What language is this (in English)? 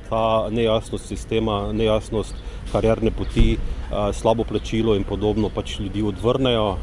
Slovenian